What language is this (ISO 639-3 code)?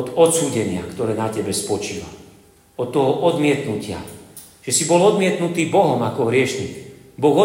slk